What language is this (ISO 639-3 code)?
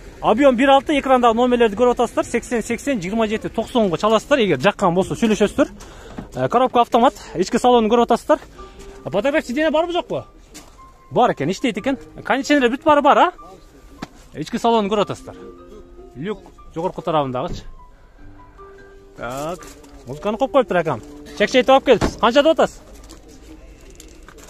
kir